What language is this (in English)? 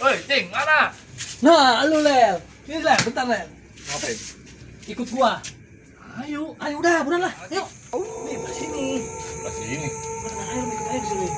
Betawi